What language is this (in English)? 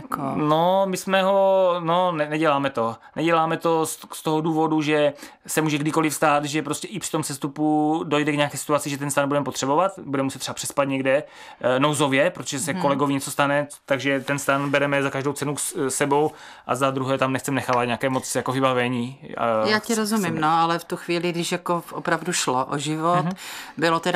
Czech